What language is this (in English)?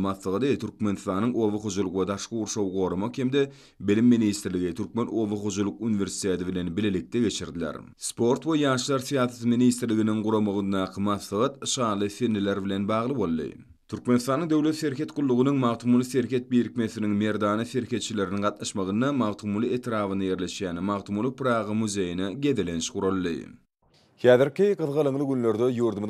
Turkmen